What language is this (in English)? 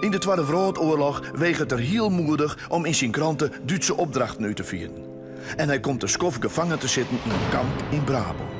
Western Frisian